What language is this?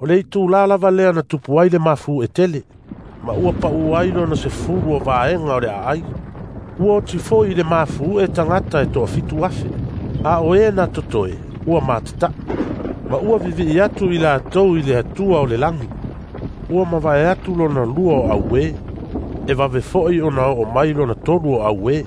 Samoan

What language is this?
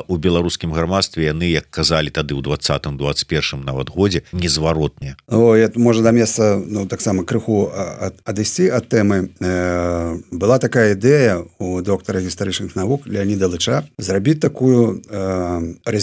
Belarusian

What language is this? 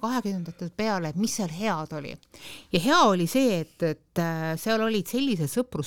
Estonian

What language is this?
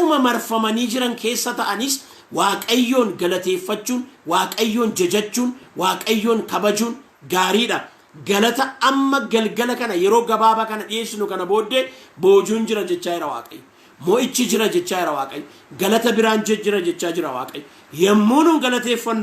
Oromo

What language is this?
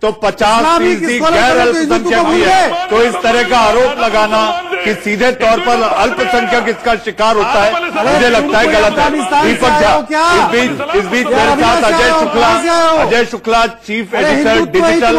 Hindi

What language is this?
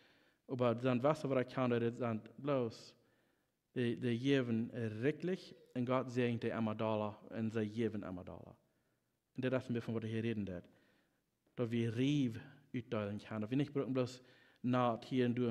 Plautdietsch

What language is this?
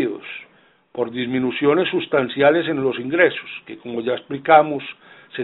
Spanish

